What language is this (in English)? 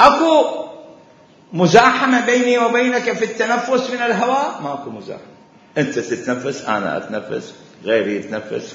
Mesopotamian Arabic